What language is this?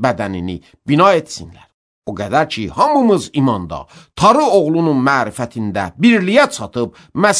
Azerbaijani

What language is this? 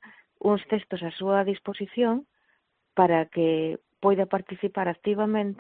Galician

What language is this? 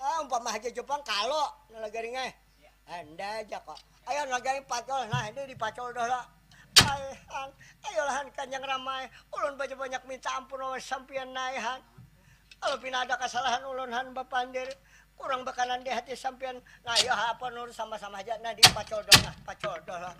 Banjar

